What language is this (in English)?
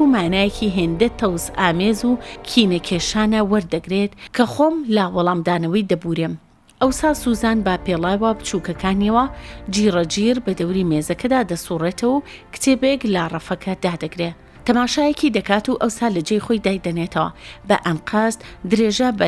Central Kurdish